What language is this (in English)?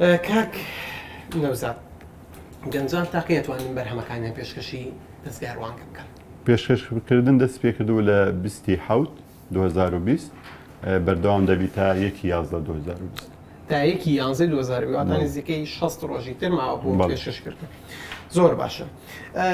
Central Kurdish